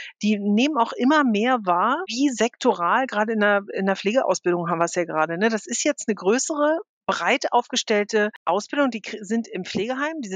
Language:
German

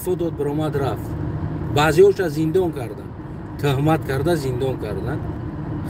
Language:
Tajik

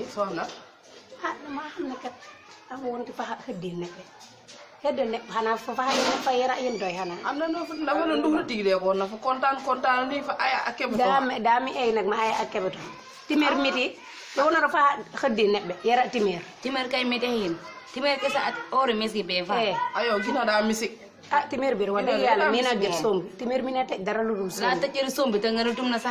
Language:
Wolof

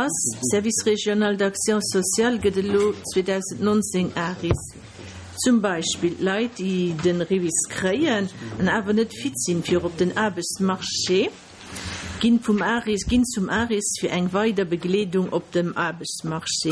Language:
Luxembourgish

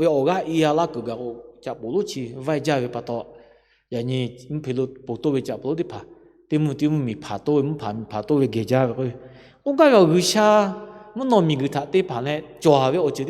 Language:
Lahu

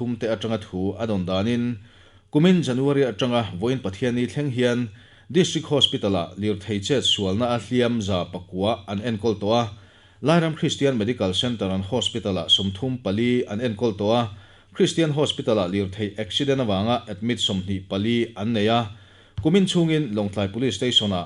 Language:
Mizo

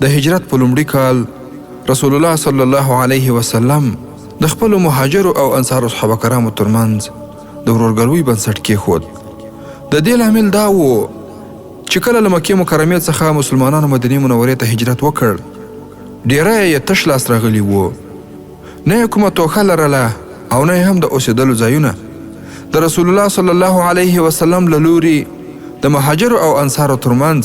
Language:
Pashto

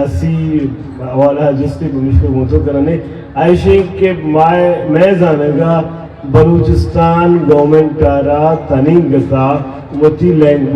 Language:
Eastern Balochi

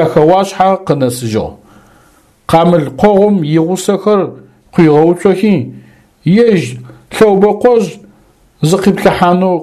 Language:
Adyghe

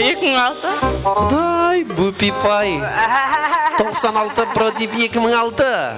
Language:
Kara-Kalpak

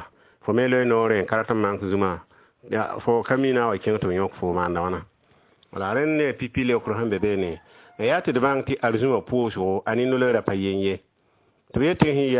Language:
Mossi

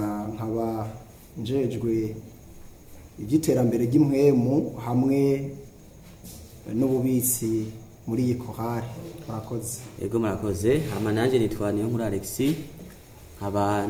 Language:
Rundi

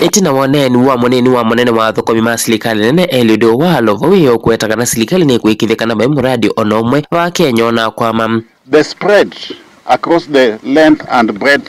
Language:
Kamba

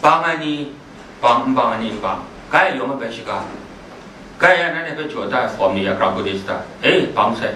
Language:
Kachin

